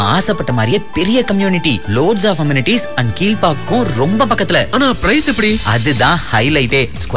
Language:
Tamil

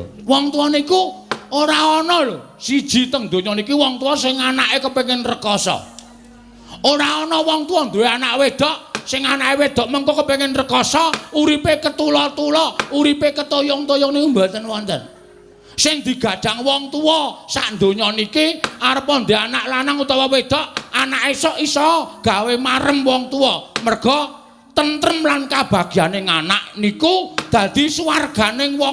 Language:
Javanese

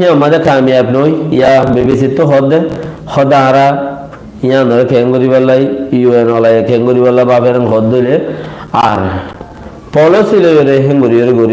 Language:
Rohingya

